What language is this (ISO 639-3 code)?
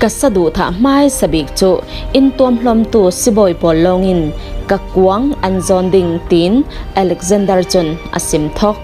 cfm